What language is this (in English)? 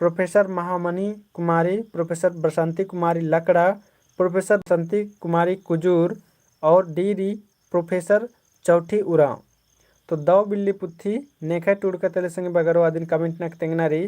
Kurukh